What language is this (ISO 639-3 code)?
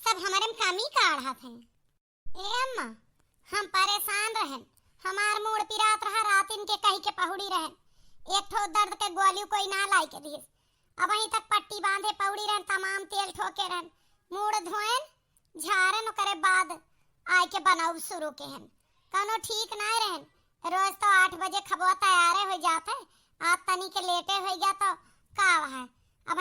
awa